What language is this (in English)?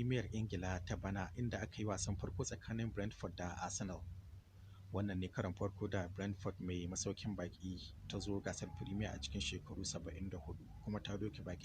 Hausa